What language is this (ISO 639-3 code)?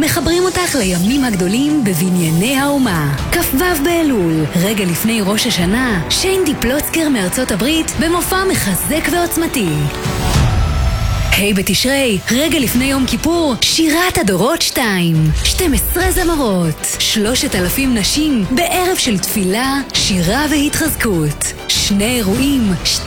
heb